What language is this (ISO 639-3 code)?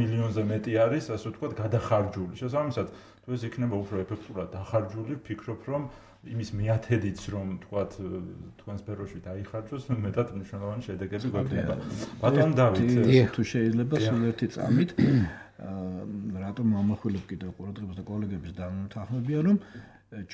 kat